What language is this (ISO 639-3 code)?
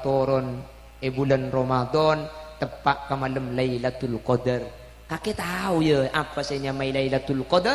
mad